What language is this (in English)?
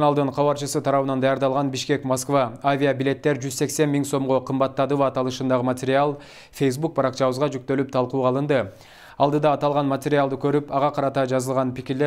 Kyrgyz